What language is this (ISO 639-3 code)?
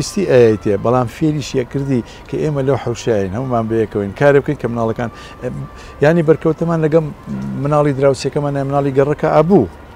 ckb